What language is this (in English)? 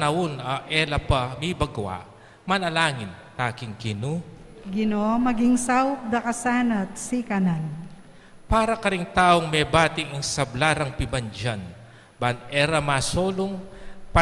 Pampanga